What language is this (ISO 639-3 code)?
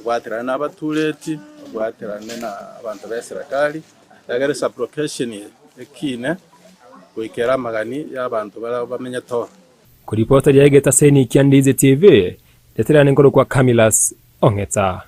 guz